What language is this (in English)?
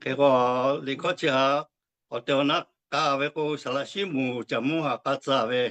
Lahu